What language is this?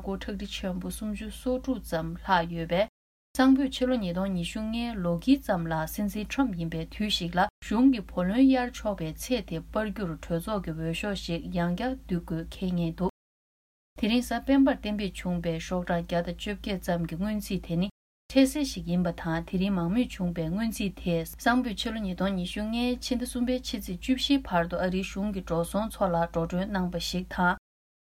Tibetan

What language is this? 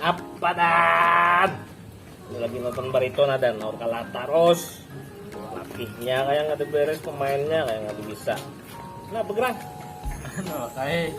Banjar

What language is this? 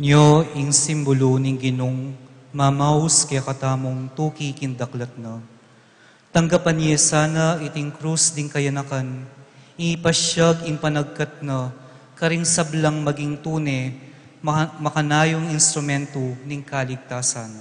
Pampanga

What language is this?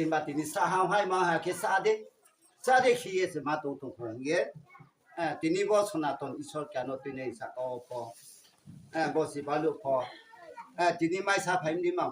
Riang (India)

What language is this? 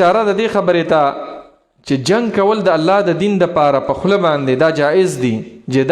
Pashto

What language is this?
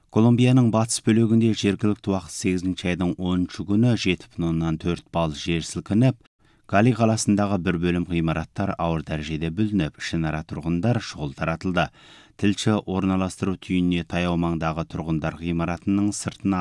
Kazakh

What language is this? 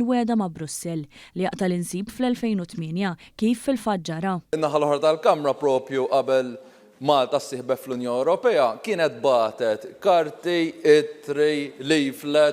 Maltese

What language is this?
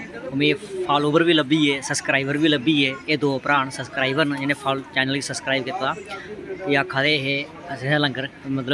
Dogri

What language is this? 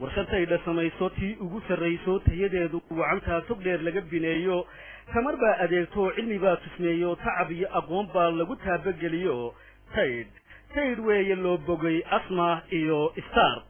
Somali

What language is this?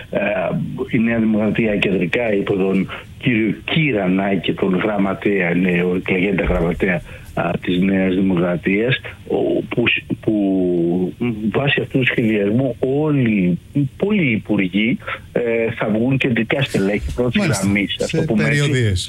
Greek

